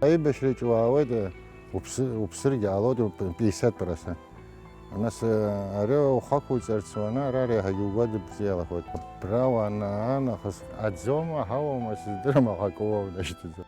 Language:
Abkhazian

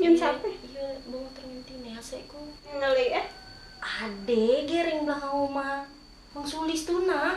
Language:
Musi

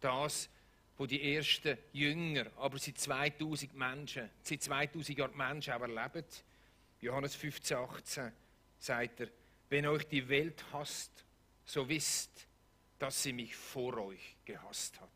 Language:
Swiss German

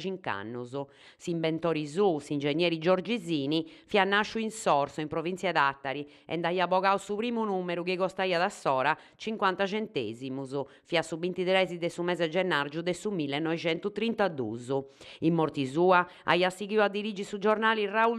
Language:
Sardinian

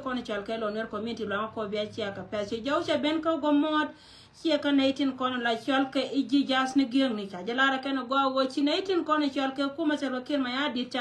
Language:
Nuer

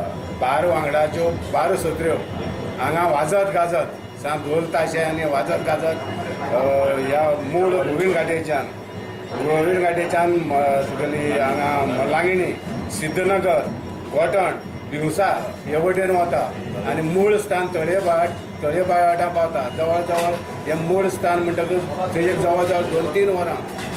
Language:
Konkani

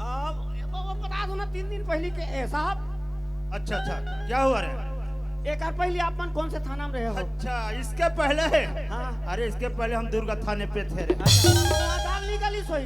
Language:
Chhattisgarhi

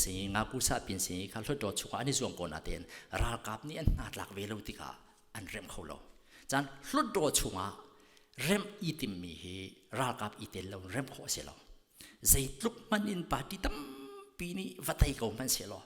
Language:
Hakha Chin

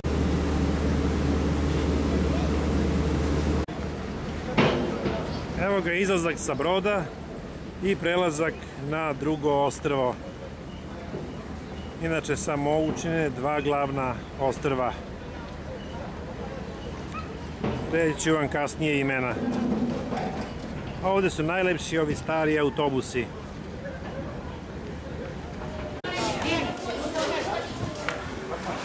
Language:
Serbian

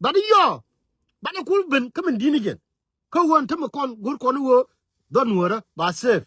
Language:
Nuer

